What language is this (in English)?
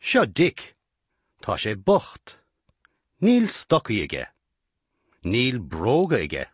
Irish